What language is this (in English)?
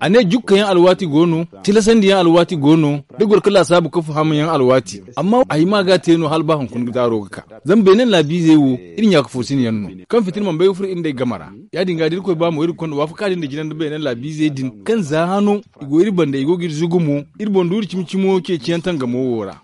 Zarma